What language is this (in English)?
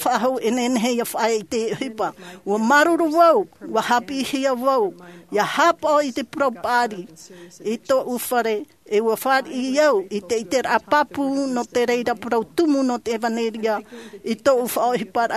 Tahitian